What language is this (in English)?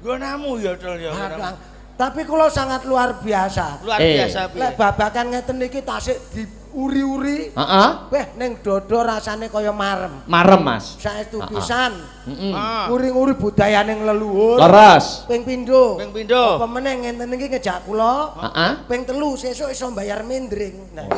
Javanese